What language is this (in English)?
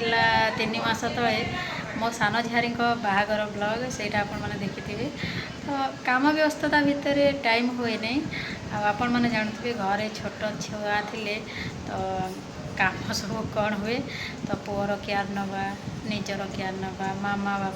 Odia